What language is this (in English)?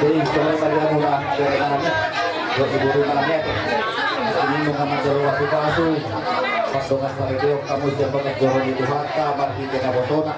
Batak Toba